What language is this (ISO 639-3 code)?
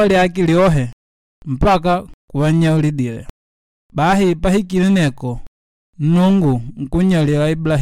kde